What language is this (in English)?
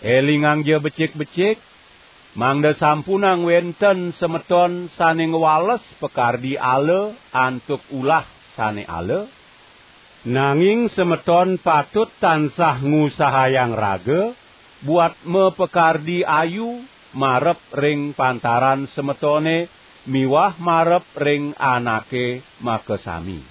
Balinese